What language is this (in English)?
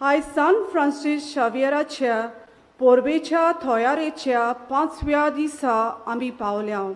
Konkani